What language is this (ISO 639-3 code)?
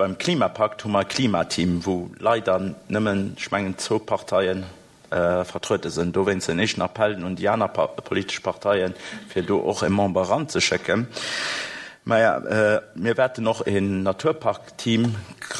ltz